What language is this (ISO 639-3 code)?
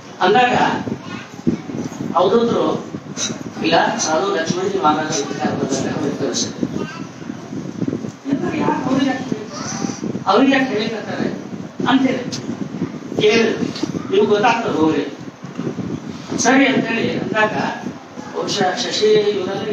kan